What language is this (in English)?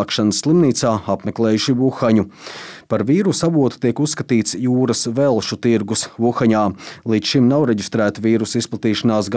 Latvian